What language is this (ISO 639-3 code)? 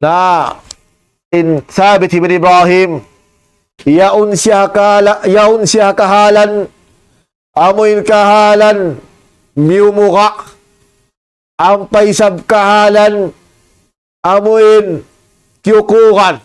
tsg